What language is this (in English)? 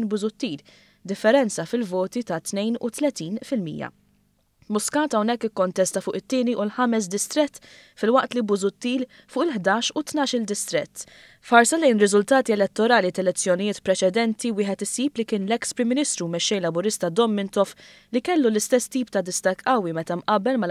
Maltese